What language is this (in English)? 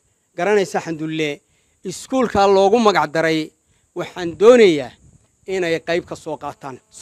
Somali